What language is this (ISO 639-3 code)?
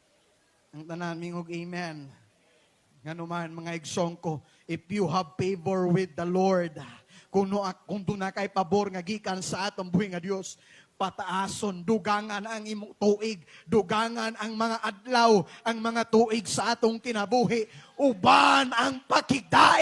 ceb